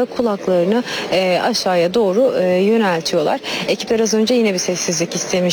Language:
Turkish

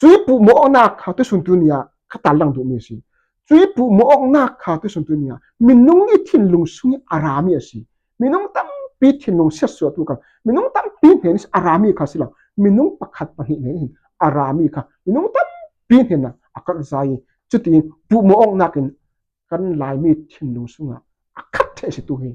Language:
Falam Chin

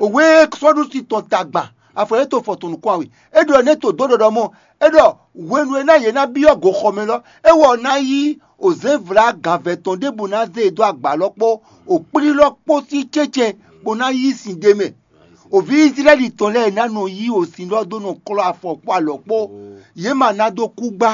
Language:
Fon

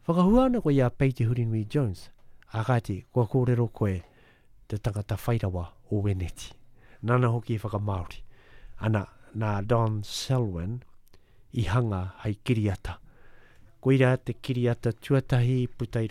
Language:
Māori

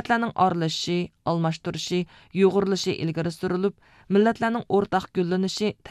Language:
Uyghur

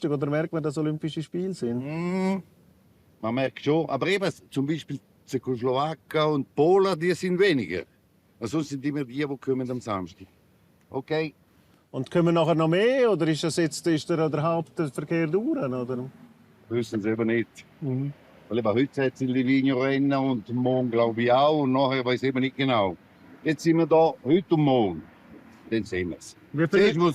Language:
Romansh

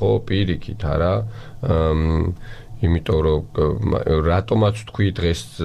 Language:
Georgian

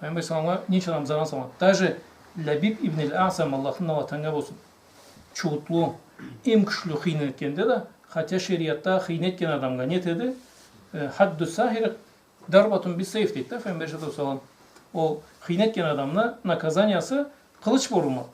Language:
Karachay-Balkar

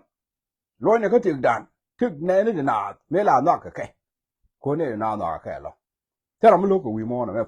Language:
Nuer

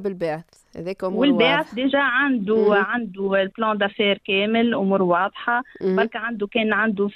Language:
Tunisian Arabic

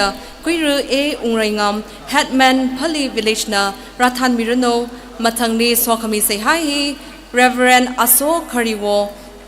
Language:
Tangkhul Naga (India)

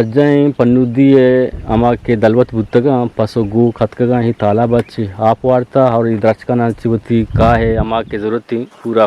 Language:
Eastern Balochi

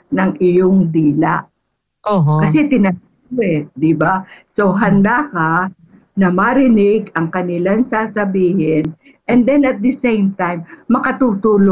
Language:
Filipino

